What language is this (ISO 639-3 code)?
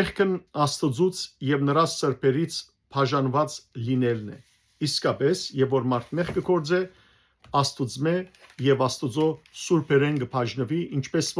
hyw